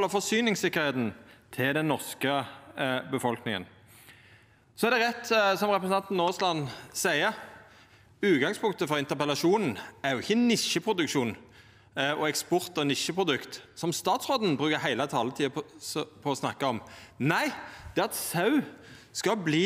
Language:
Norwegian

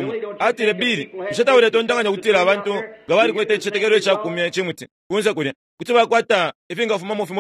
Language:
Bemba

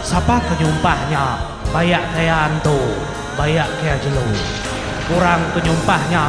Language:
Iban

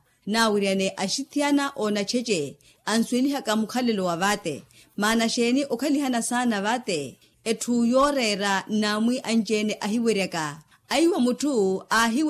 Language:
Makhuwa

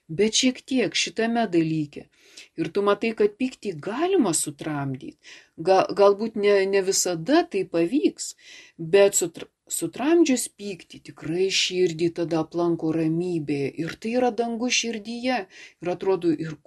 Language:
Lithuanian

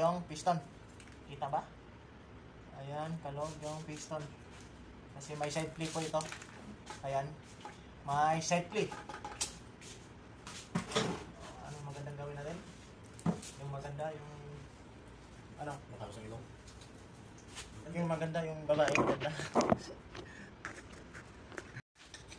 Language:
Filipino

